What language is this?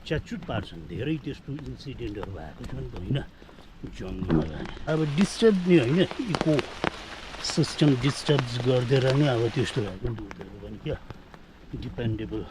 Nepali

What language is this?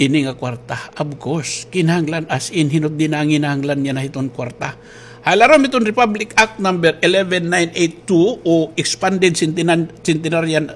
Waray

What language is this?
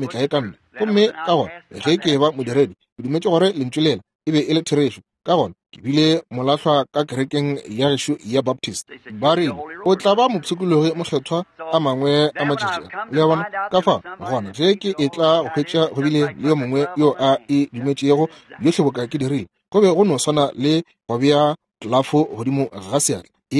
Northern Sotho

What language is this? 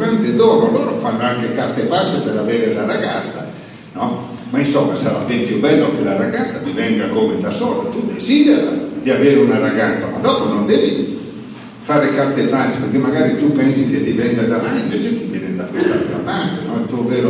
Italian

